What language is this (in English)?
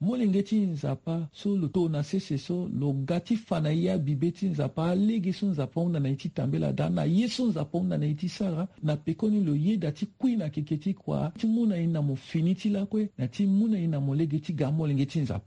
Sango